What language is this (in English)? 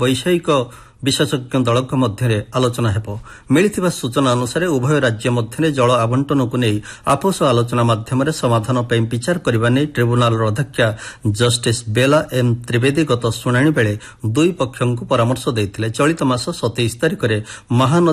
Odia